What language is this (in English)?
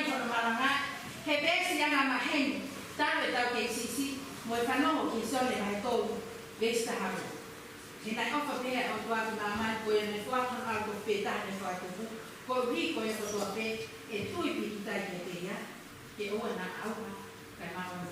Tongan